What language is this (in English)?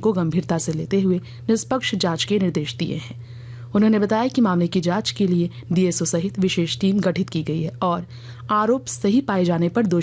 Hindi